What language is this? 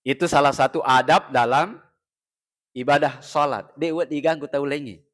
Buginese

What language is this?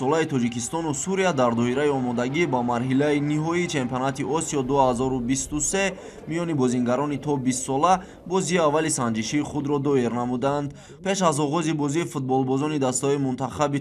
Tajik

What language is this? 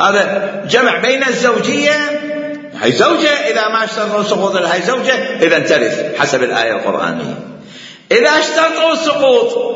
Mesopotamian Arabic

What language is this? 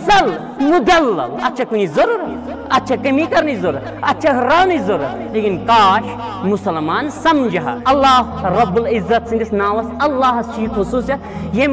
Kashmiri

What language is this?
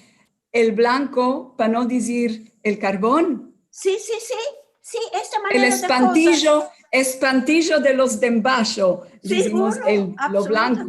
Ladino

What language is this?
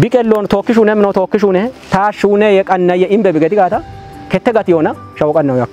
Kafa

